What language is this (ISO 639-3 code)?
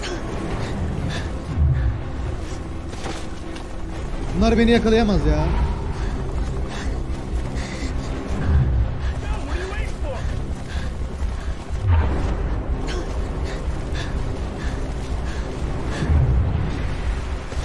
tur